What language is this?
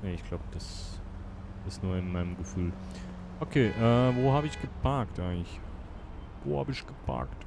Swiss German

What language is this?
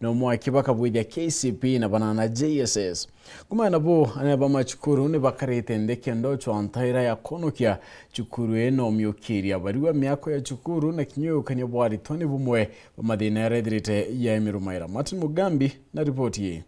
Meru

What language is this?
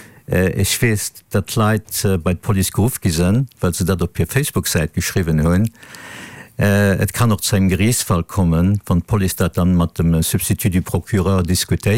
Luxembourgish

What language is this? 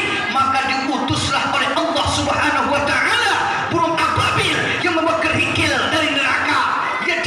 Minangkabau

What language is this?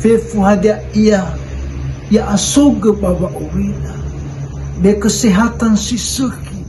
Nias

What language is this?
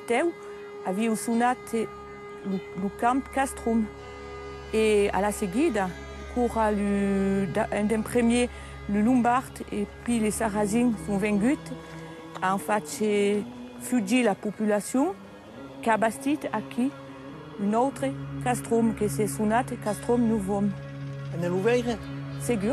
Occitan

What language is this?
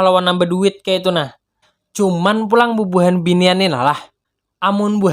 Banjar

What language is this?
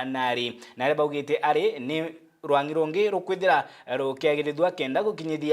Meru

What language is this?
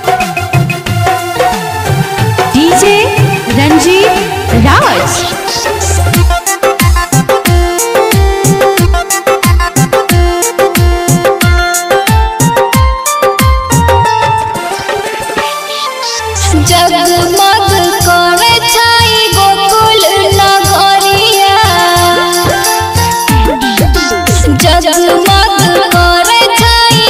Bhojpuri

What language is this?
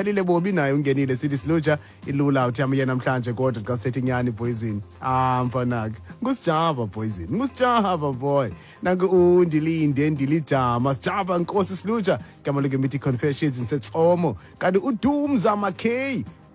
Xhosa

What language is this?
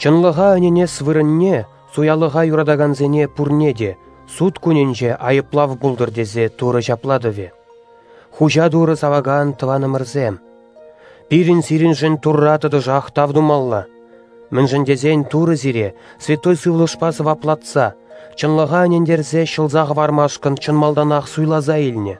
Chuvash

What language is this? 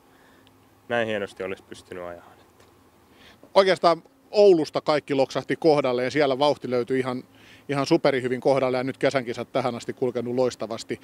Finnish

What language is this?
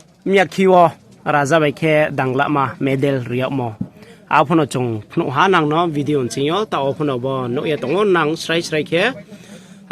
Riang (India)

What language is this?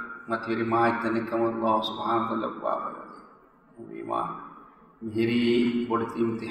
Divehi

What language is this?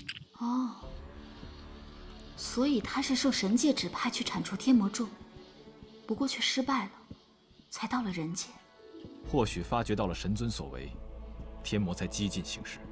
Chinese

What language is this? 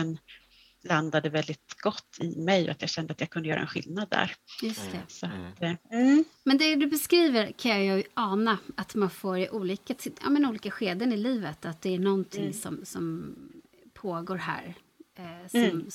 Swedish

